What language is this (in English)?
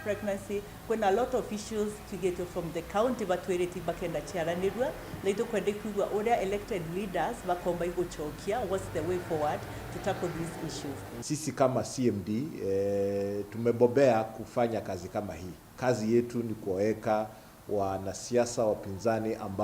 Meru